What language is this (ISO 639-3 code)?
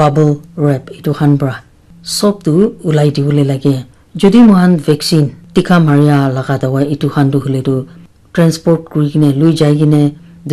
nag